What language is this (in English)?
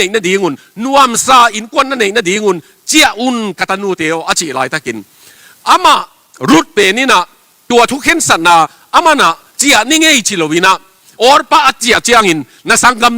Tedim Chin